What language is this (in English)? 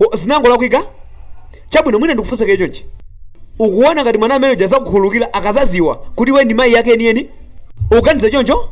Nyanja